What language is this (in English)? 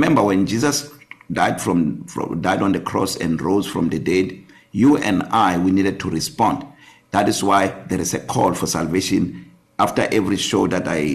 English